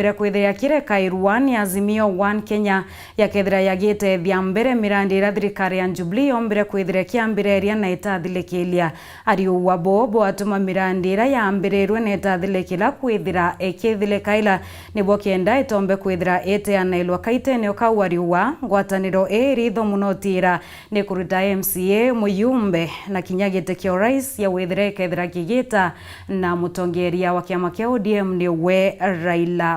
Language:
Meru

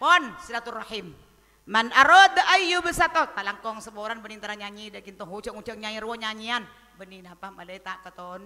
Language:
Madurese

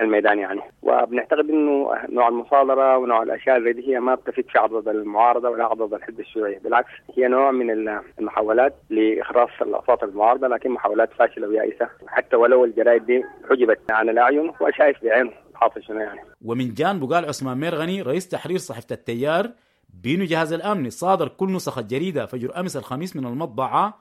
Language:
Sudanese Arabic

